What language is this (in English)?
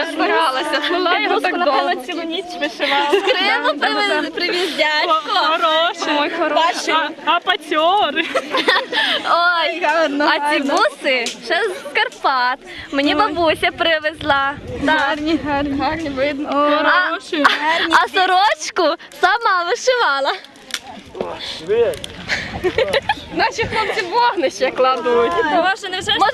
Ukrainian